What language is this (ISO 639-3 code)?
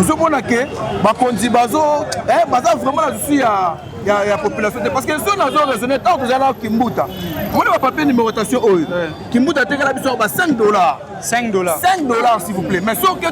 lin